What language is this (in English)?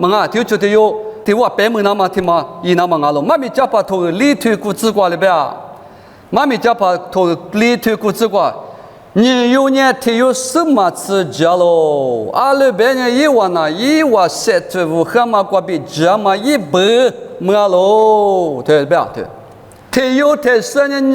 Lisu